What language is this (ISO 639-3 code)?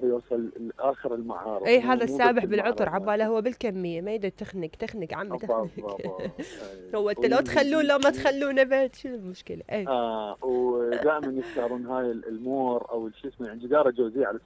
acm